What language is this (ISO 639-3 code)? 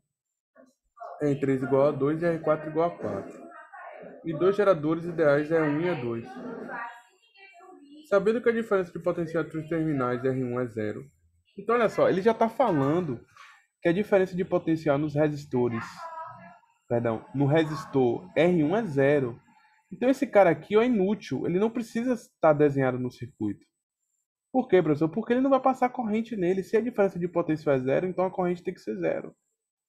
por